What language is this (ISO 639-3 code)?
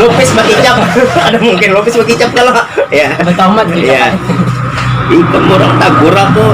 bjn